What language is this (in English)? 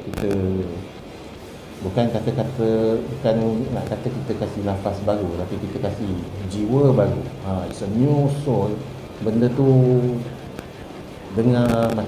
Malay